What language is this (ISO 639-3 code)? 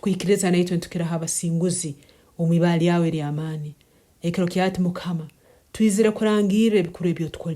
nyn